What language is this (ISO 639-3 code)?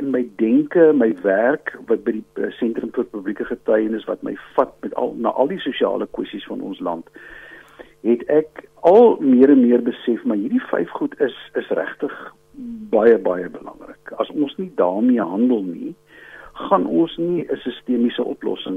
afr